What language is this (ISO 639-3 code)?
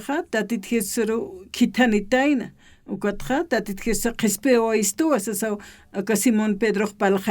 aym